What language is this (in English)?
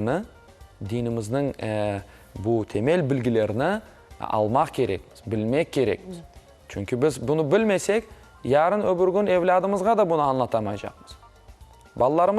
Crimean Tatar